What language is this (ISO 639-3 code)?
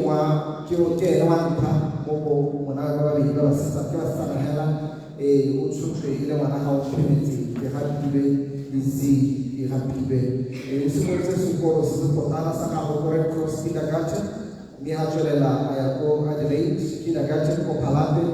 tsn